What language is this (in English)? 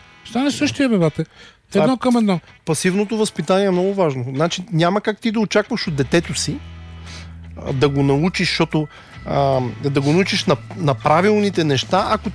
Bulgarian